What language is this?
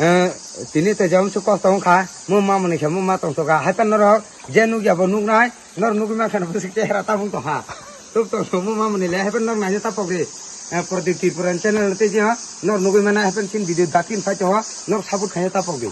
Kok Borok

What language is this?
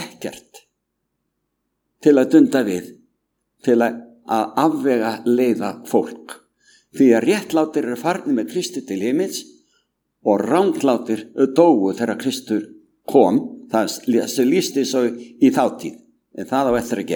Icelandic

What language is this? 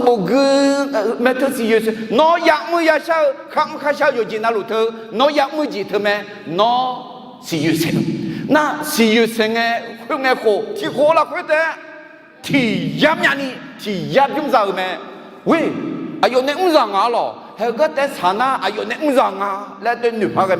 Akha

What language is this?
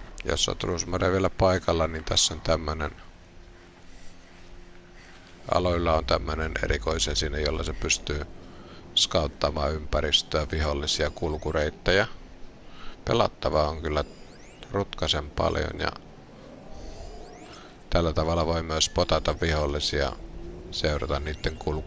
Finnish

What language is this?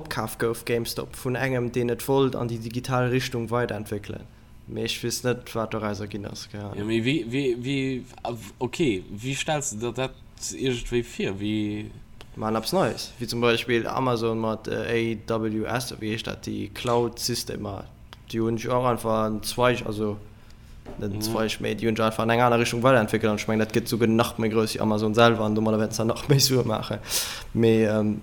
Luxembourgish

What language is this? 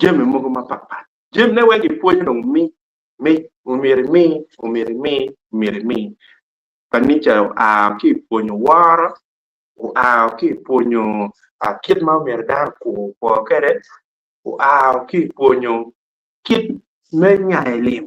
Acoli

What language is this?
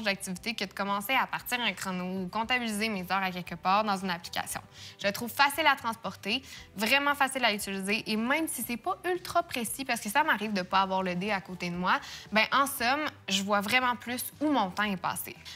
French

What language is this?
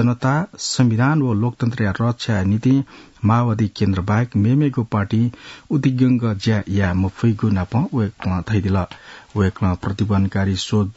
Newari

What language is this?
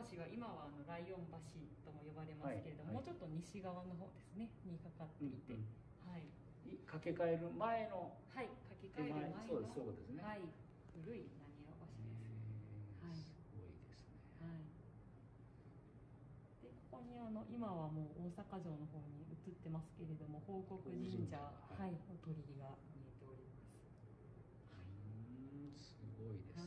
Japanese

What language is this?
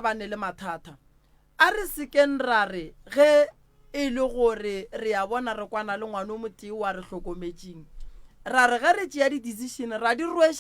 Northern Sotho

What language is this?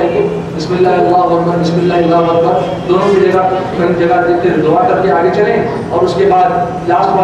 Urdu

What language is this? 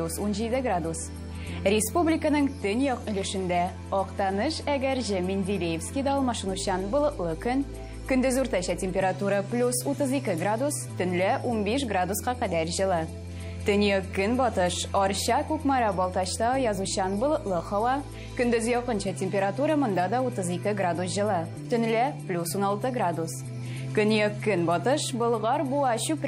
Tatar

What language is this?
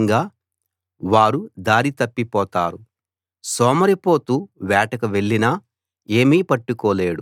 Telugu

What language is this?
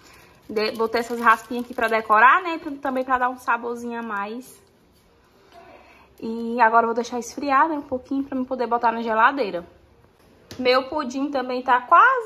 Portuguese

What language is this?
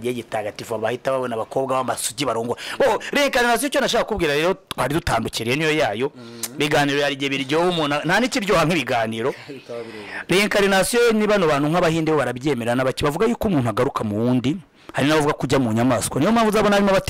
Kinyarwanda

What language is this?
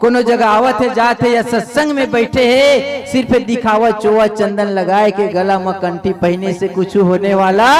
Chhattisgarhi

